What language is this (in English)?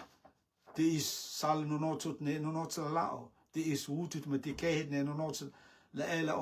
Rotuman